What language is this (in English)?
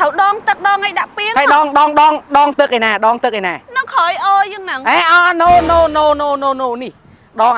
Khmer